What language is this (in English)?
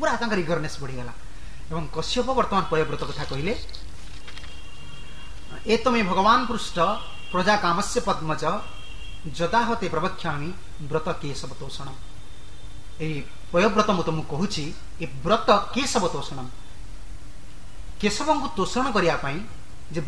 Odia